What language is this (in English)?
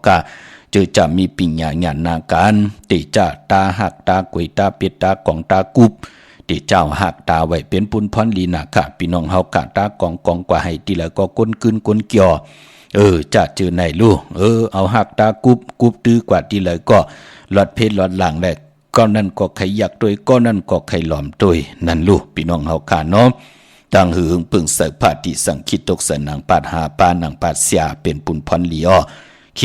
Shan